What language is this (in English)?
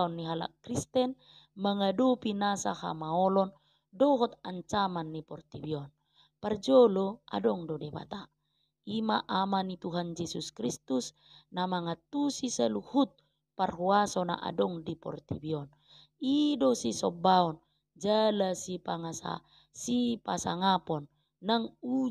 Batak Toba